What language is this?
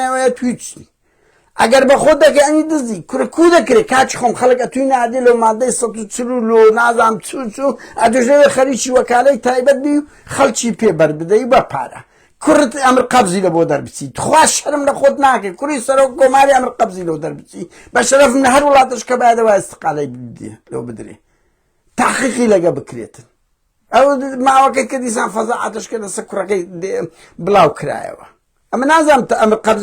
Central Kurdish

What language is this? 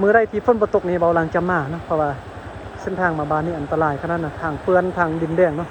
Lao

